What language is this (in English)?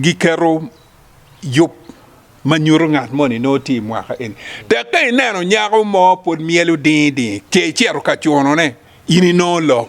Acoli